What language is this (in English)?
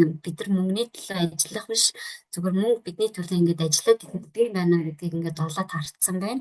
Mongolian